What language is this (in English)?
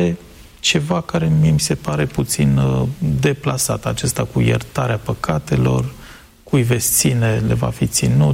Romanian